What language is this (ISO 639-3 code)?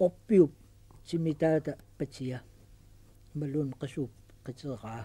kal